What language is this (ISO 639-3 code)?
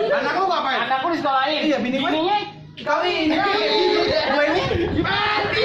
bew